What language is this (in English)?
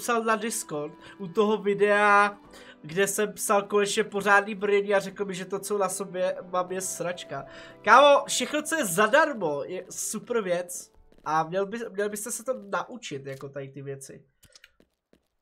Czech